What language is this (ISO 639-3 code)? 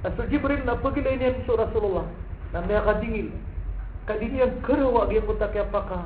mrw